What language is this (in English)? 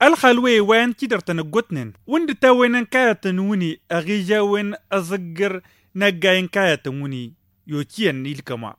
Tamasheq